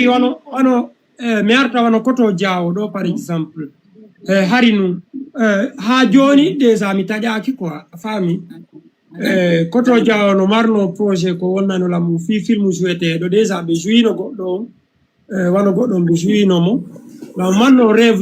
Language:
Fula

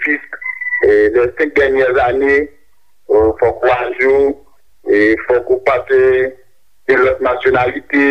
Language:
Haitian Creole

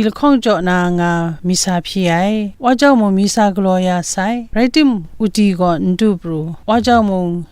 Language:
Kachin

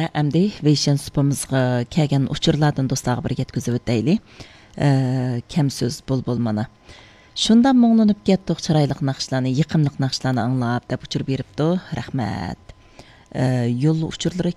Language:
Uyghur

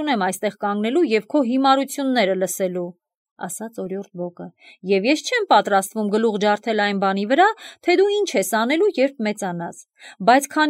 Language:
Armenian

